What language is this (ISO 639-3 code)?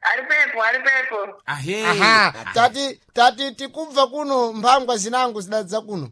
seh